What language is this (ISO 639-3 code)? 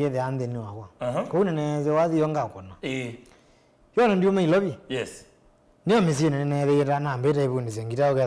kam